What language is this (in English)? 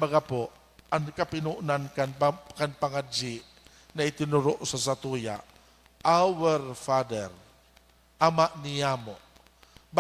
Bikol